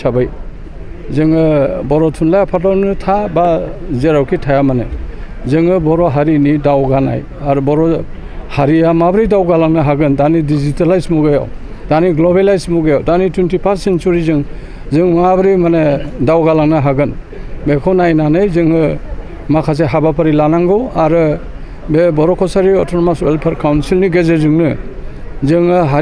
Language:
Bodo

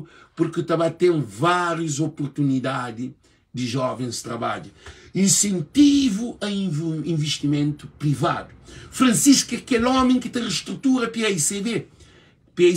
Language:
Kabuverdianu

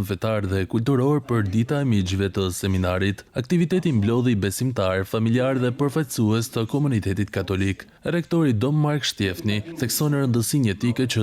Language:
Albanian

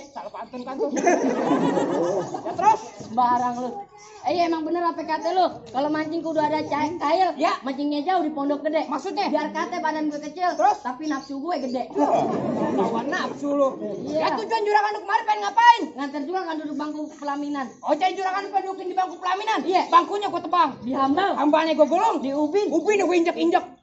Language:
Betawi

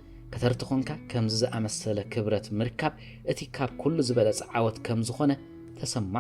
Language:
Tigrinya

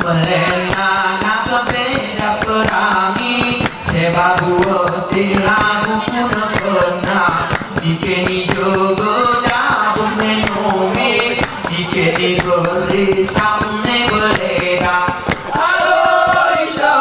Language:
Gayo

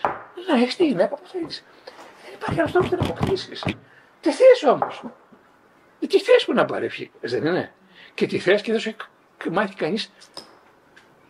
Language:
Greek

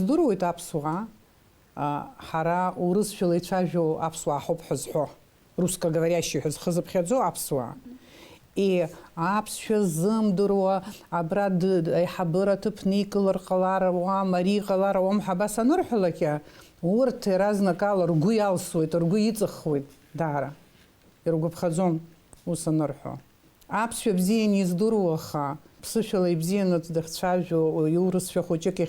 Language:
Abkhazian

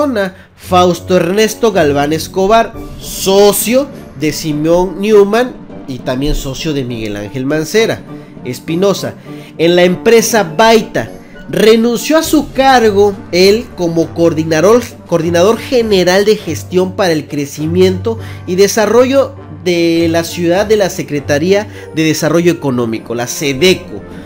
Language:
Spanish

